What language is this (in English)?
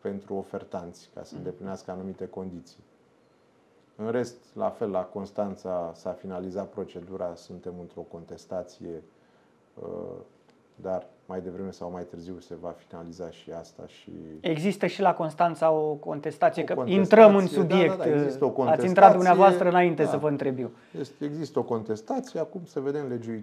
Romanian